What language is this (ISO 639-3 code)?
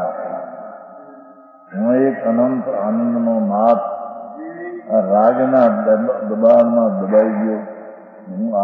guj